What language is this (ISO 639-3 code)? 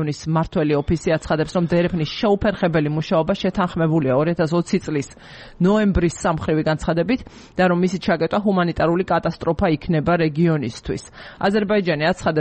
kat